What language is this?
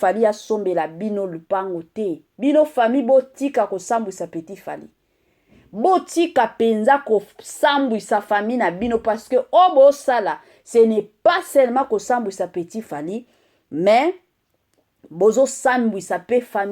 Lingala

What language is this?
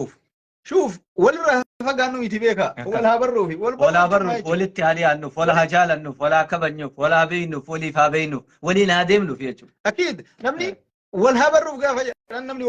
Oromo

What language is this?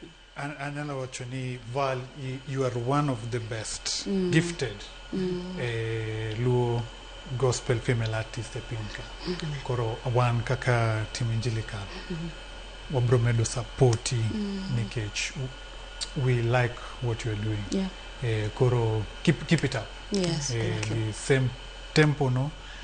Luo (Kenya and Tanzania)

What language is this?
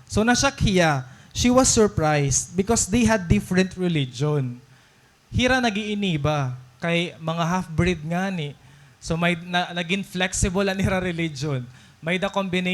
Waray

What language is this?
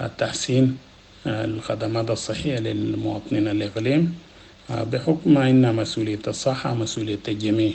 Sudanese Arabic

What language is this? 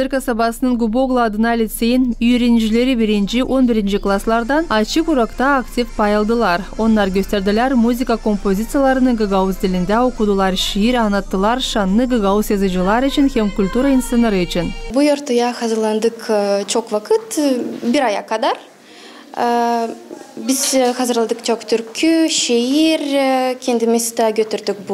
Gagauz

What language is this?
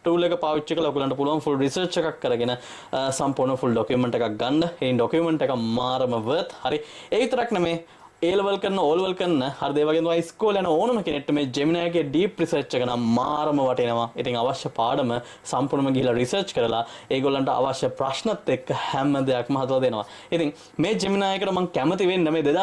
Sinhala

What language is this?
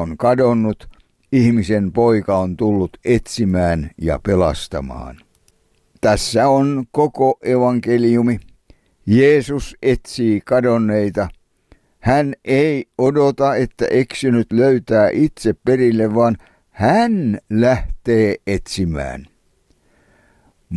Finnish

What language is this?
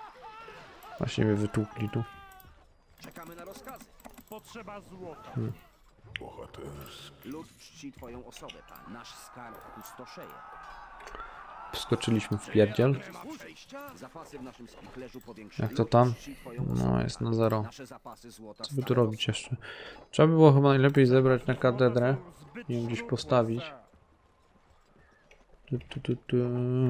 Polish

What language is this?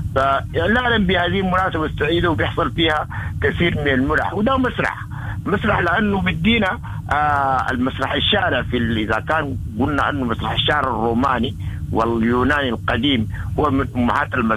Sudanese Arabic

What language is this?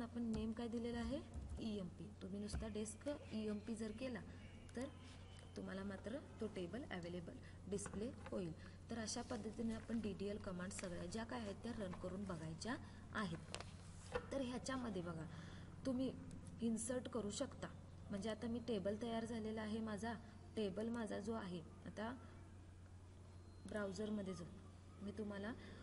Marathi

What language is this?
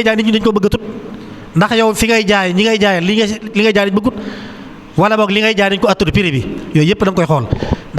Wolof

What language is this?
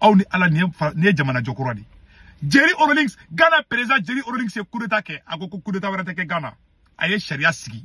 Bambara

